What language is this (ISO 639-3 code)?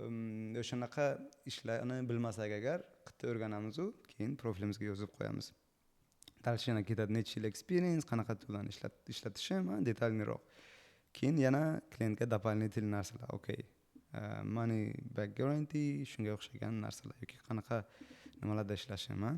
uzb